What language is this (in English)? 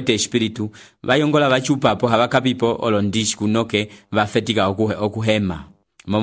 Umbundu